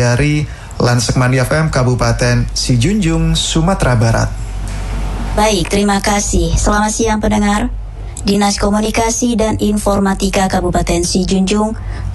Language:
Indonesian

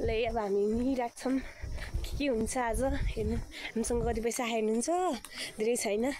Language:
Nepali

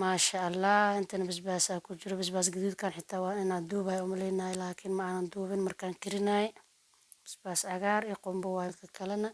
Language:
Somali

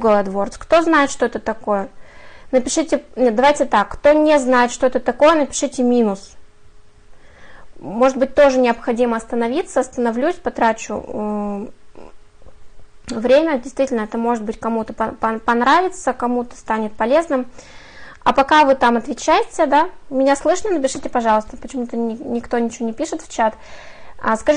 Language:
Russian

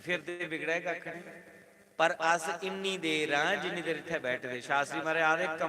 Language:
Dogri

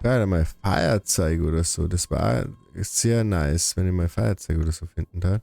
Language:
Bavarian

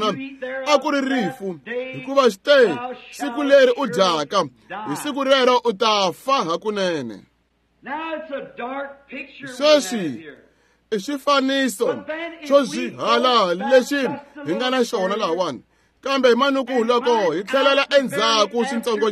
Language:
Tsonga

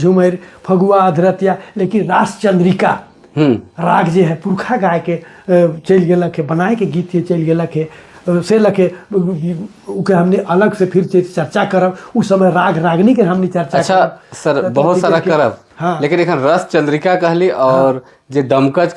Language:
Sadri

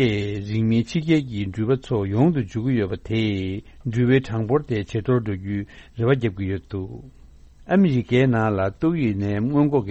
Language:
Tibetan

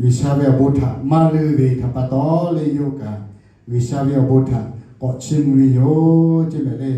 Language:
Lahu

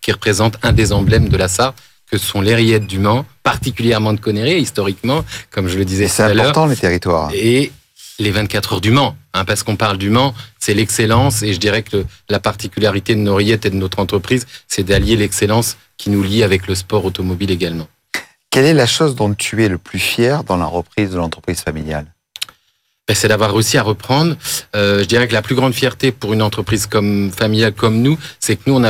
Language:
French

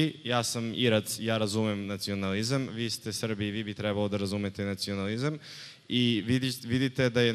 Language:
Serbian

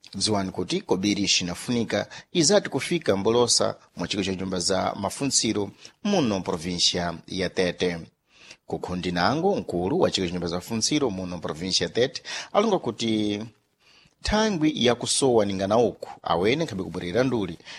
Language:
Sena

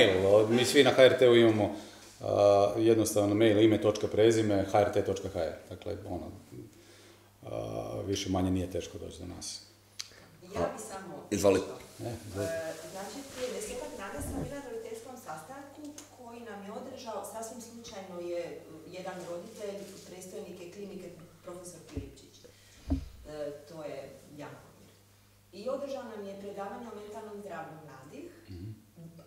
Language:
Croatian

